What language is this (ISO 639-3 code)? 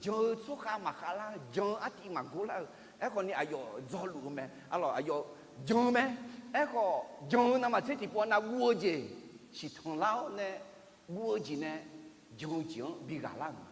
ahk